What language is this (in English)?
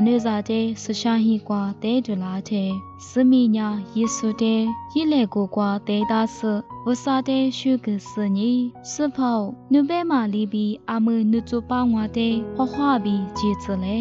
Lisu